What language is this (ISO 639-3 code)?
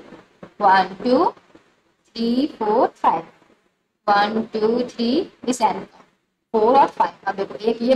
hin